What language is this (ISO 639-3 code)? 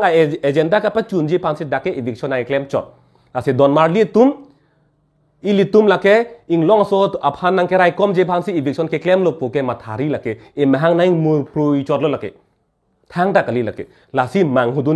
mjw